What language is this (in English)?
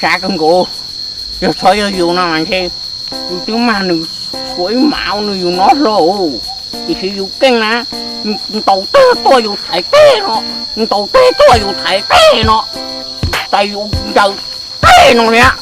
Hmong